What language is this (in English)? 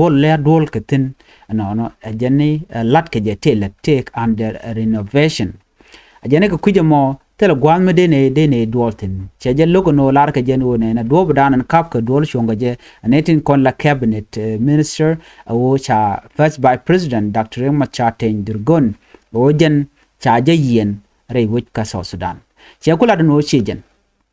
Nuer